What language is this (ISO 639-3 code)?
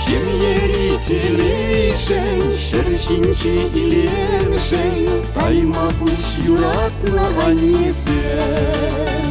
chv